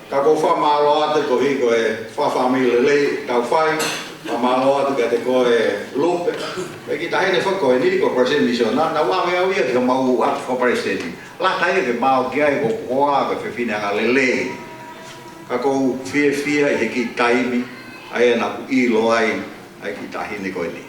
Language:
Tongan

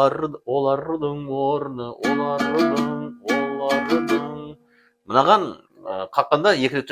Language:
Kazakh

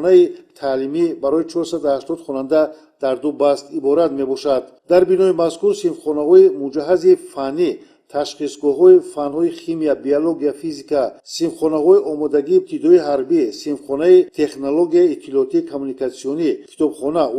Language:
Tajik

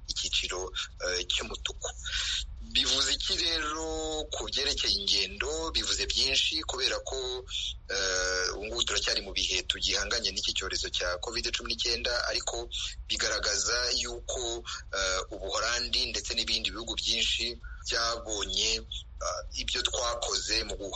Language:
Kinyarwanda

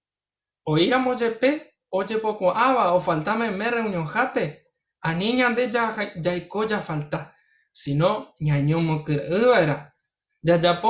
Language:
Guarani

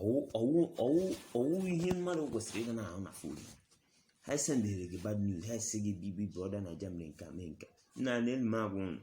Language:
Igbo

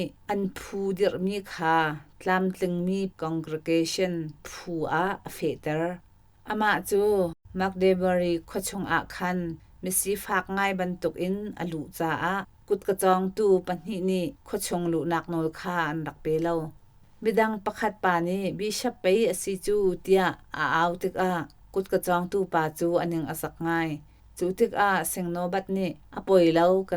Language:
Hakha Chin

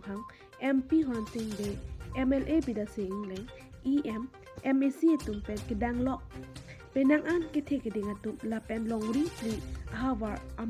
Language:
Karbi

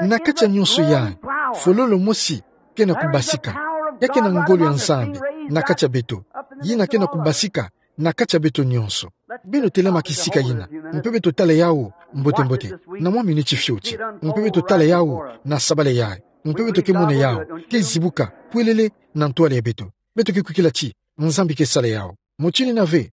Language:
Kituba (Democratic Republic of Congo)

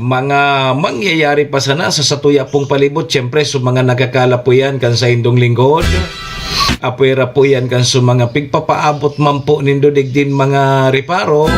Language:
Bikol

